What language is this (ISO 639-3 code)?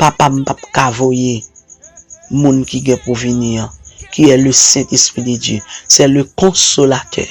hat